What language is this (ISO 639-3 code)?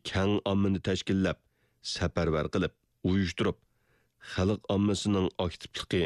uig